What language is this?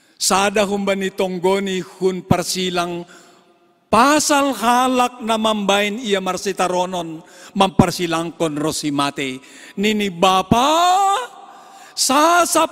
Batak Simalungun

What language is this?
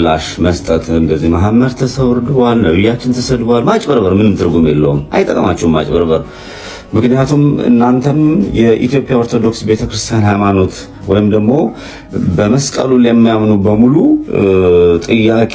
Amharic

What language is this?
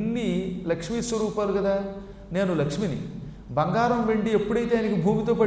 Telugu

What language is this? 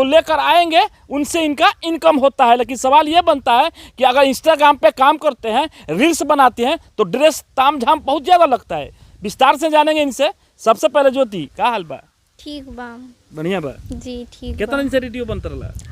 Bhojpuri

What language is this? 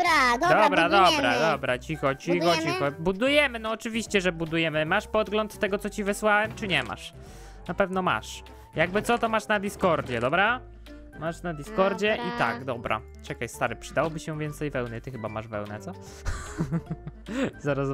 Polish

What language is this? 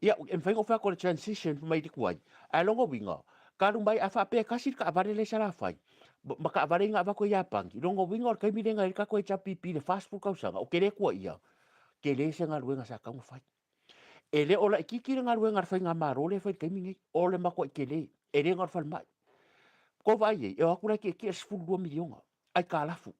Samoan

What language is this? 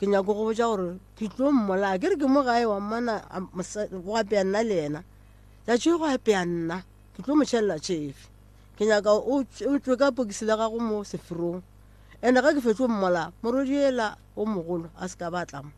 Northern Sotho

